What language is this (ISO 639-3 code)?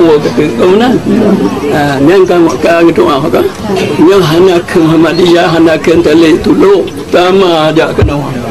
ace